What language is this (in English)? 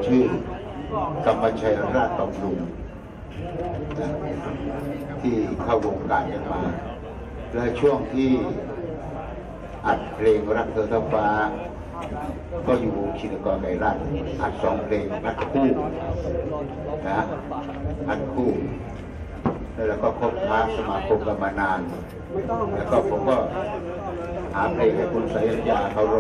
Thai